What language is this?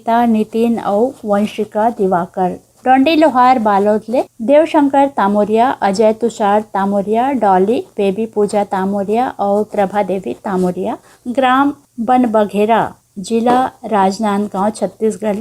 Chhattisgarhi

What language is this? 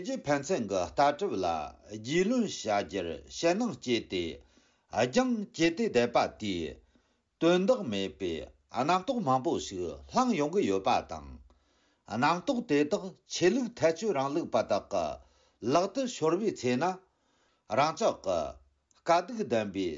Tibetan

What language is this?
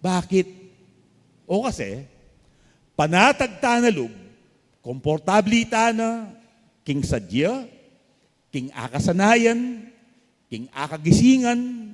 Pampanga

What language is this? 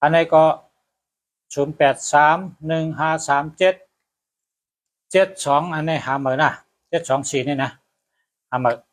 Shan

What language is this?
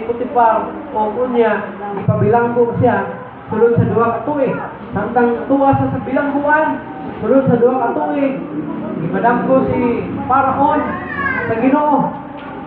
Cebuano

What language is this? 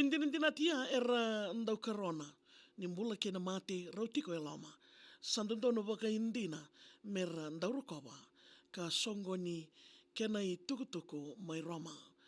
Fijian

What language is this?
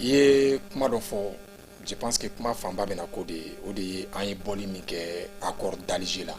Bambara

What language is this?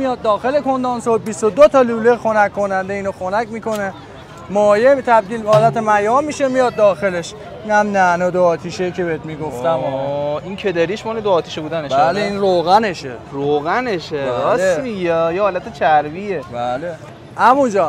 Persian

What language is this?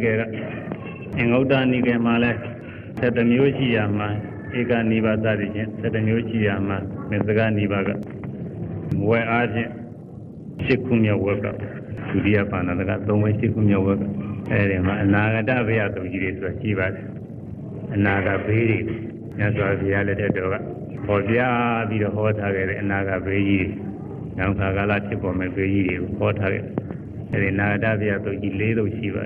Burmese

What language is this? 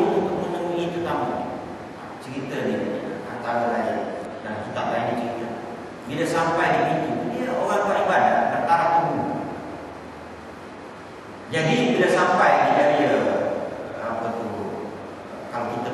Malay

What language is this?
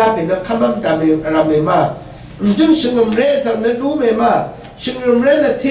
Rawang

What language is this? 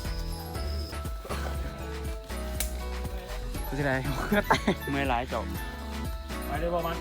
Lao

